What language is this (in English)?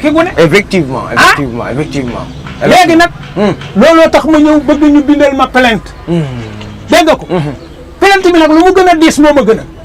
Wolof